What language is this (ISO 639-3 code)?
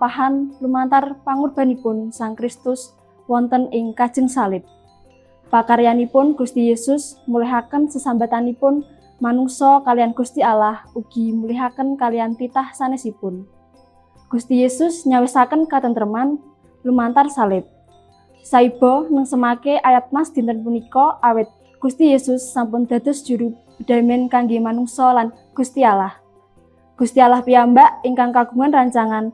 jav